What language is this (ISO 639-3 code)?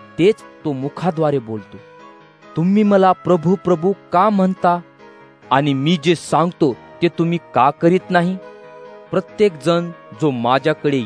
mar